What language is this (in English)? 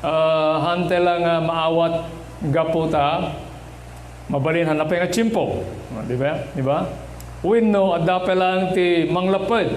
Iloko